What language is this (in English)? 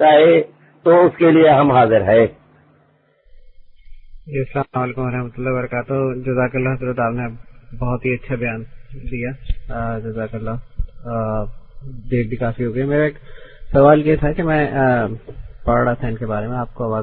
Urdu